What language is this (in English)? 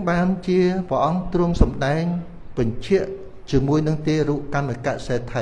Khmer